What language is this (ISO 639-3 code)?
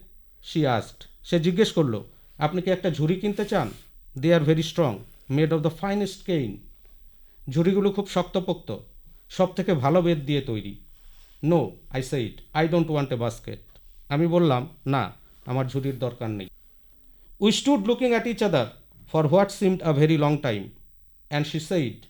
ben